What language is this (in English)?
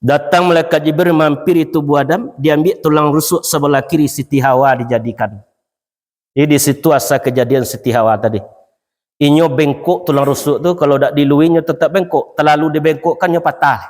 Minangkabau